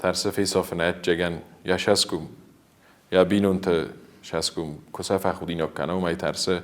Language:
Ossetic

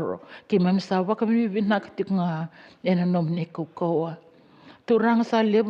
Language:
Fijian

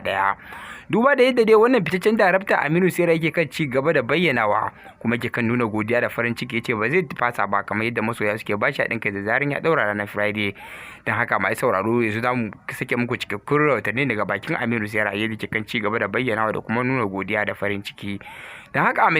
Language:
Hausa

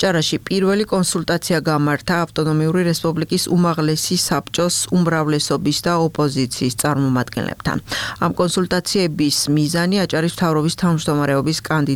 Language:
Georgian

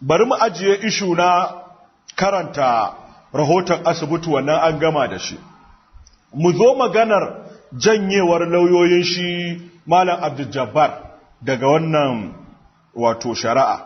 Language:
Hausa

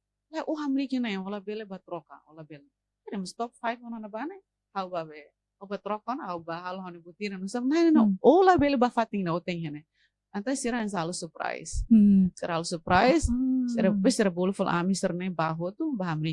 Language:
Tetum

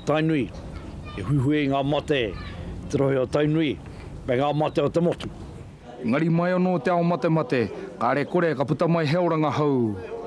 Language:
Māori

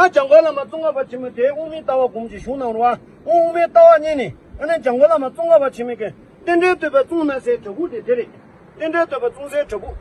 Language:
Tibetan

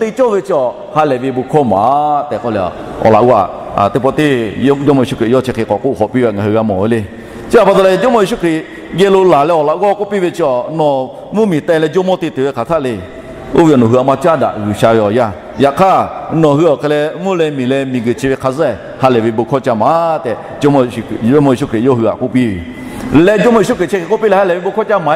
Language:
Lahu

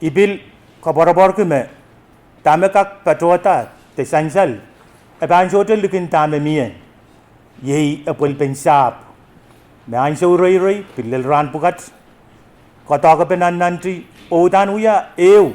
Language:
Pohnpeian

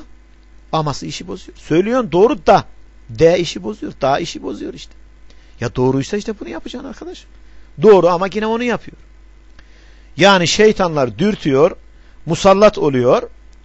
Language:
Turkish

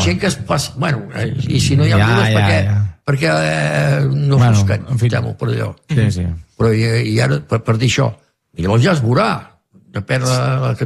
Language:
Catalan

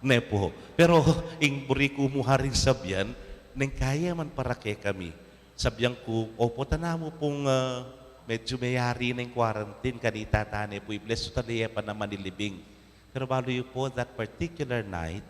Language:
Pampanga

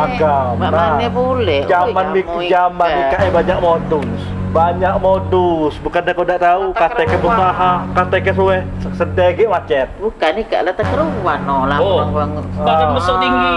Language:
Musi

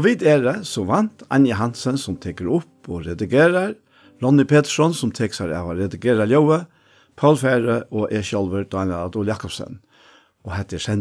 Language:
Faroese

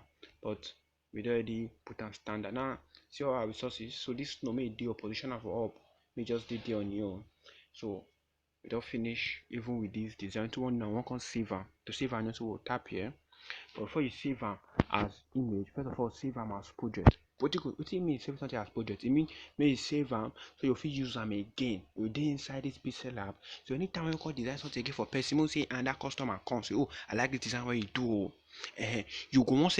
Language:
Nigerian Pidgin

